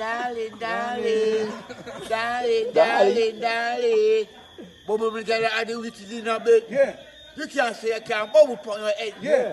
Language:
Jamaican Creole English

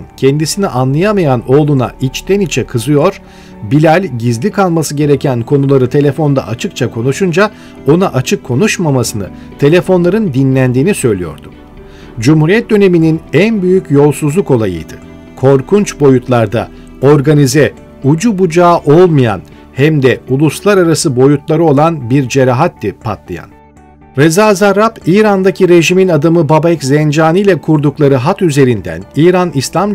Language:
Turkish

